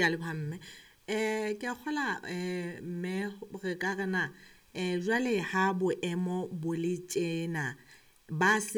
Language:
Southern Sotho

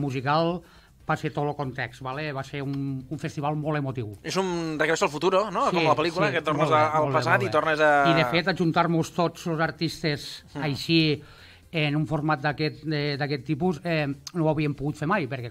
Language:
Catalan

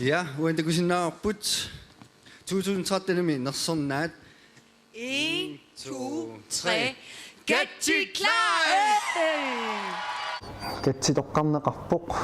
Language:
Kalaallisut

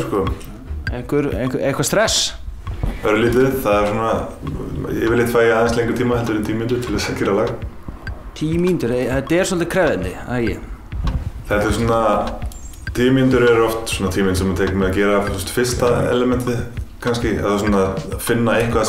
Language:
Icelandic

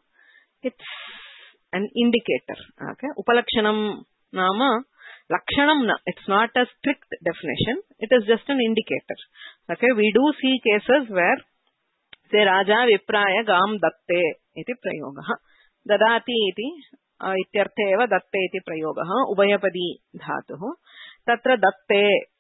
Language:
Sanskrit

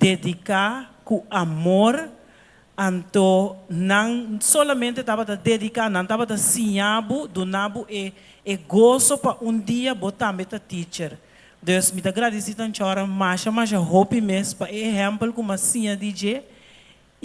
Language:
Papiamento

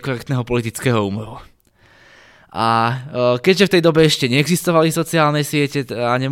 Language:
Slovak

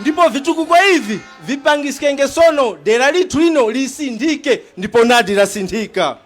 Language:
Tumbuka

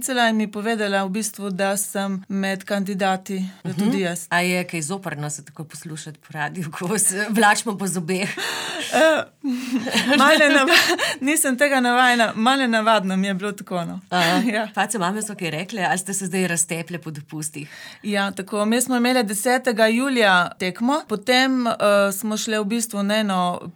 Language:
Slovenian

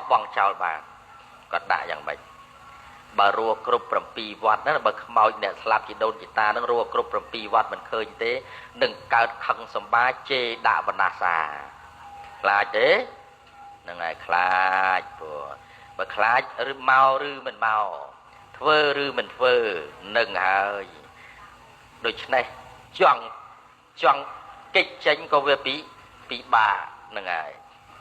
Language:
Khmer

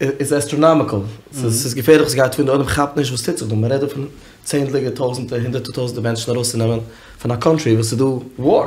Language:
Yiddish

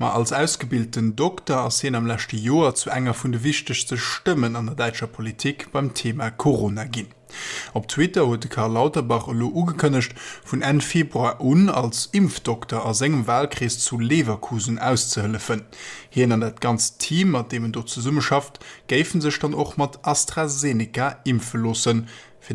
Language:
Luxembourgish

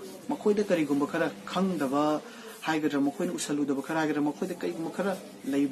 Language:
Manipuri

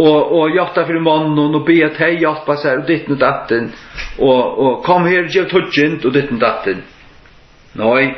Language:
Faroese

